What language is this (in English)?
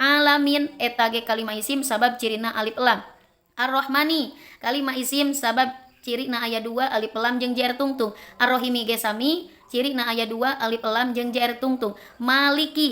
Sundanese